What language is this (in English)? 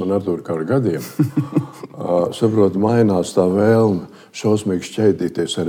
Latvian